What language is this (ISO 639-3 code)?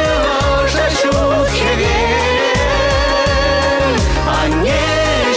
chv